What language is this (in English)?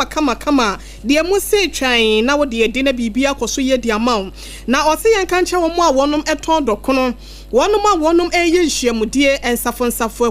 Akan